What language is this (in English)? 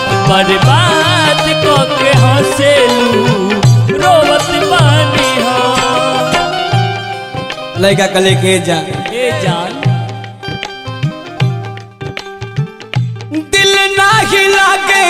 Bhojpuri